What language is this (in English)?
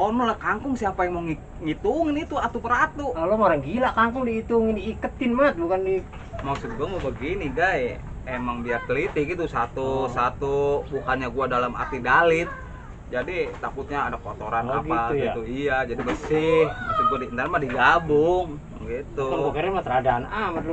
Betawi